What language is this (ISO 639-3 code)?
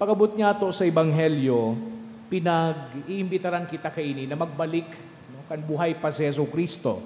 bik